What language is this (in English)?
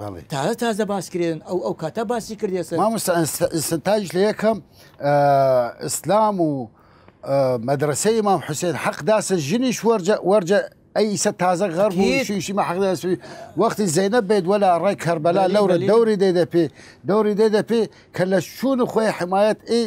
Southern Kurdish